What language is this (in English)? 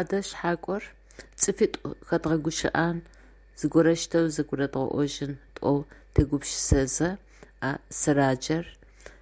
Adyghe